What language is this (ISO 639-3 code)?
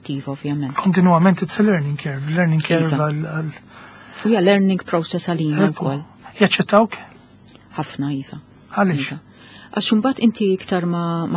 mlt